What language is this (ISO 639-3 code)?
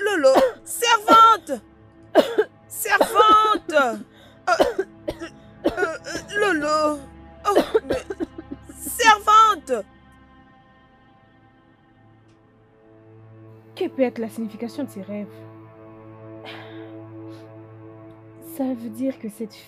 fra